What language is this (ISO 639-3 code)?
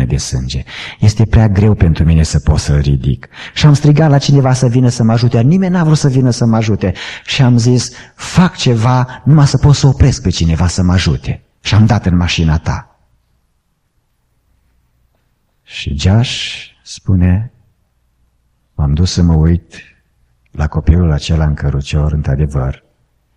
ron